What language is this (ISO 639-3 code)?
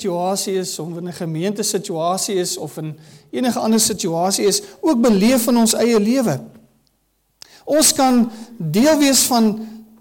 afr